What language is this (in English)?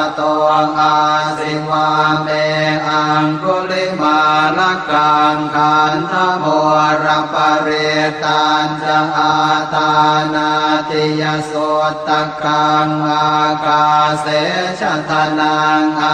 Pali